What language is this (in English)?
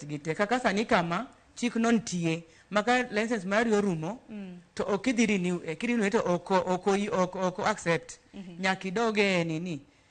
Luo (Kenya and Tanzania)